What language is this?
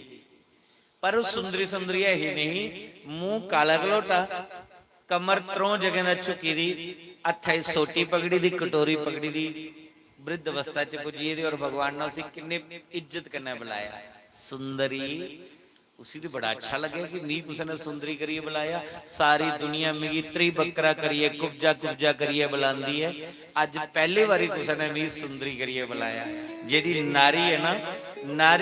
Dogri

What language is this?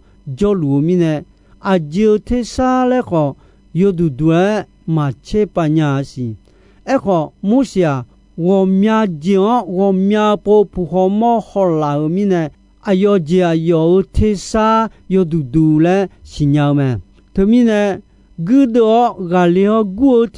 Akha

